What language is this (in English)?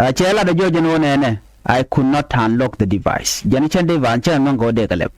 Nuer